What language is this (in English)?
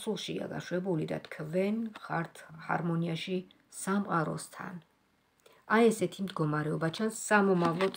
Georgian